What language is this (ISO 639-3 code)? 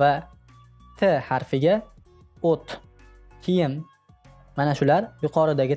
uzb